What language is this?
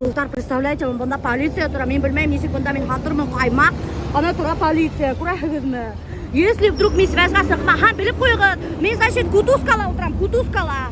Bashkir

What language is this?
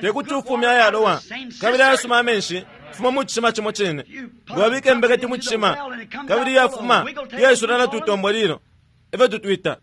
Bemba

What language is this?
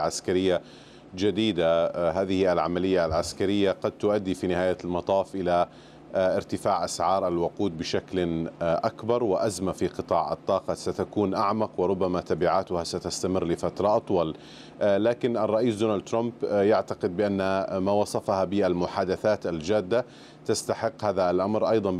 Arabic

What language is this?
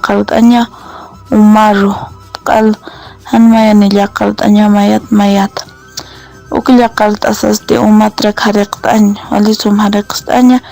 Aymara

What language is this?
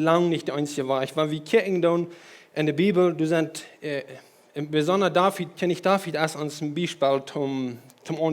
Plautdietsch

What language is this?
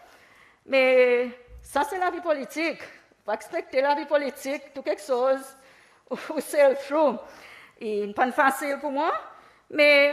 Seselwa Creole French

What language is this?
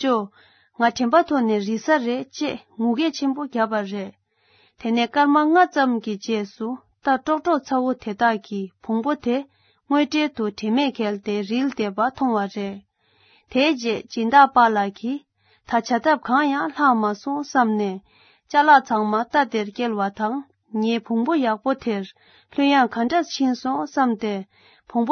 Tibetan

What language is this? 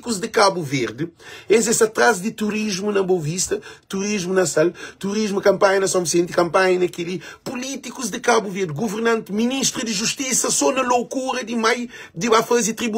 Kabuverdianu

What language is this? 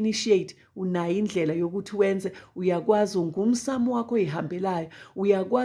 Zulu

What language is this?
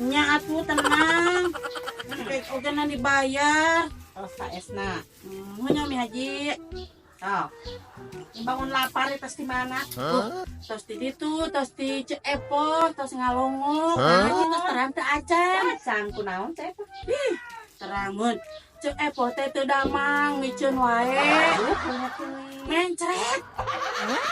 Sundanese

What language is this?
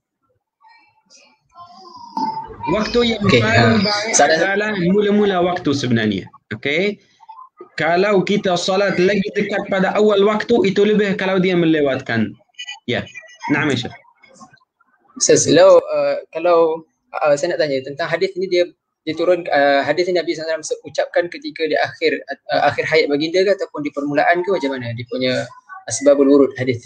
Malay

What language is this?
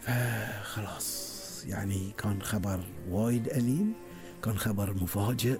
Gulf Arabic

